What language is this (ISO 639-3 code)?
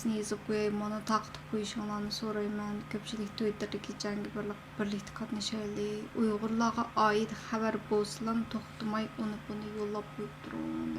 uig